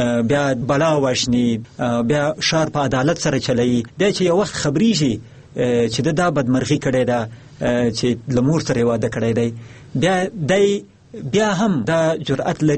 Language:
Pashto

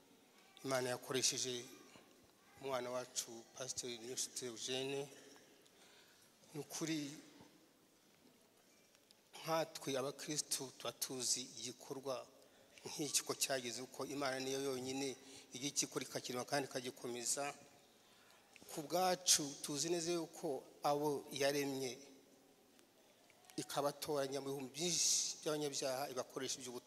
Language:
Kinyarwanda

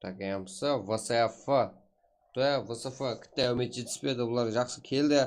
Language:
Kara-Kalpak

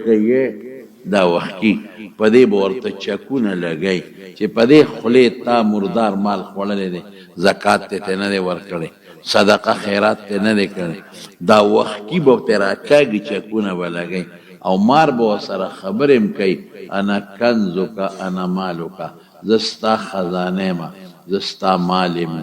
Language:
Pashto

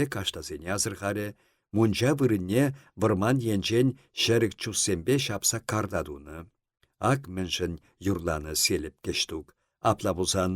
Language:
Chuvash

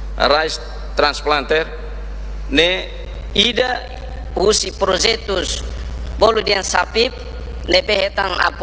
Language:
Tetum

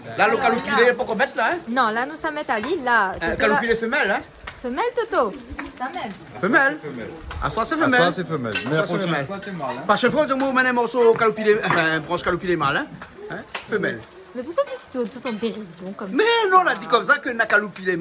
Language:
Réunion Creole French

